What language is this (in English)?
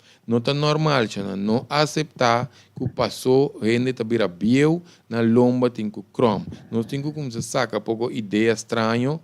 Papiamento